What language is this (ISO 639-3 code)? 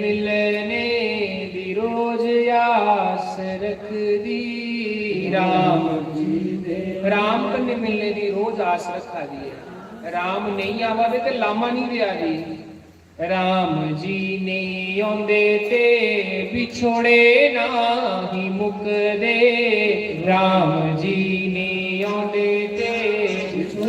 doi